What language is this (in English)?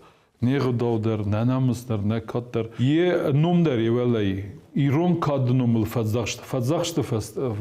Ossetic